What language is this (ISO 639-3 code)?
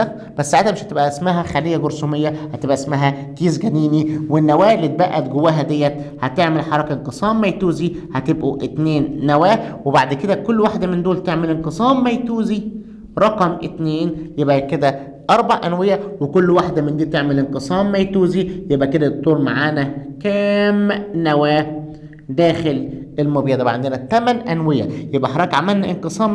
arz